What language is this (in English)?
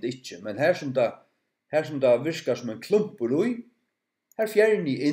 Faroese